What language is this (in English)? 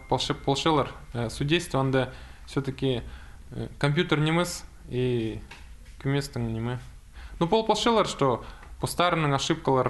Khakas